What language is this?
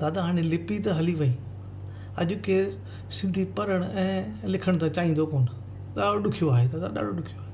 Sindhi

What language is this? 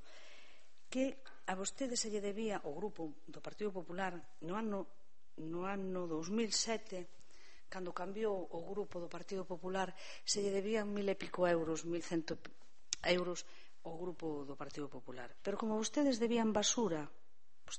Galician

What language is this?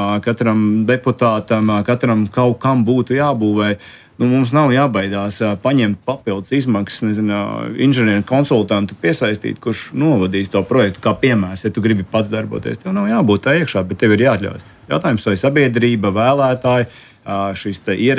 Latvian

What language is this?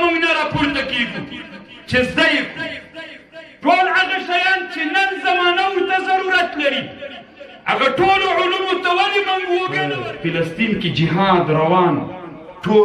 Pashto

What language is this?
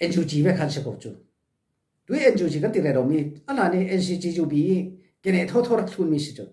Falam Chin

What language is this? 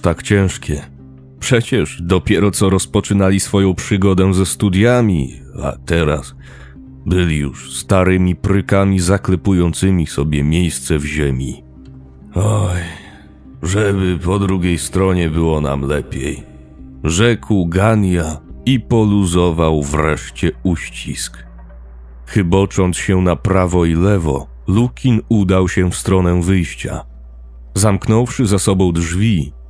Polish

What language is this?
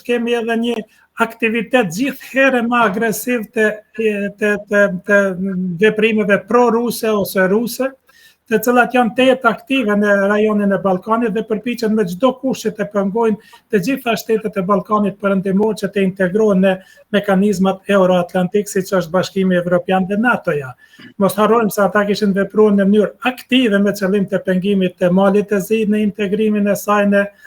Albanian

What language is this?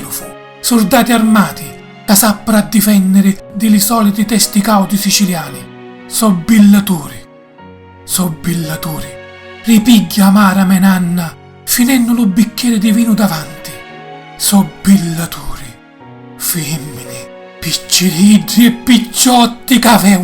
Sicilian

